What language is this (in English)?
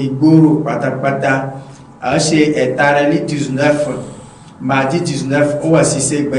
Yoruba